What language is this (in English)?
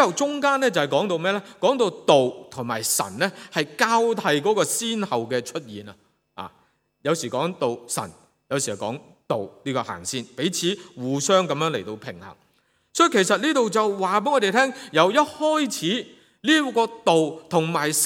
Cantonese